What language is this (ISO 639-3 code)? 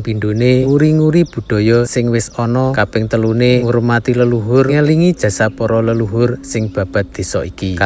jav